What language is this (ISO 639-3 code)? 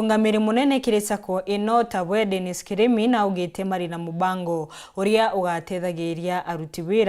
mer